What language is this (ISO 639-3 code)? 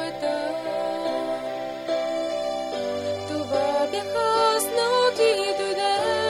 bul